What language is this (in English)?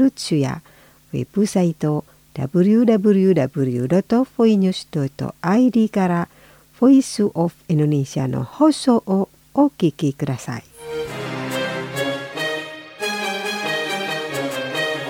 Japanese